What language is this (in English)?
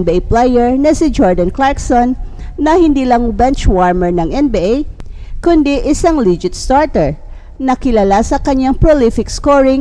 Filipino